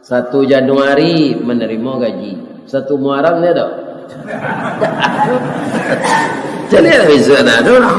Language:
Minangkabau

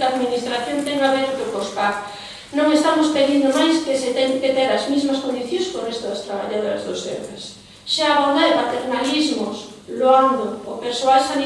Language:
Galician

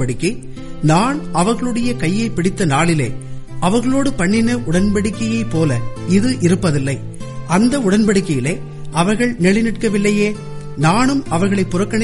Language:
Tamil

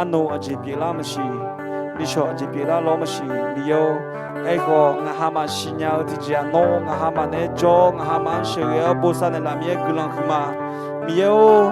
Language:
Akha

